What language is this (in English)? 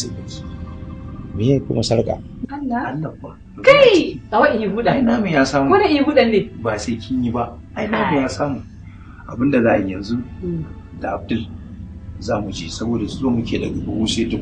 Hausa